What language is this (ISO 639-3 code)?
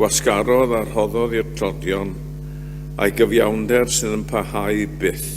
cym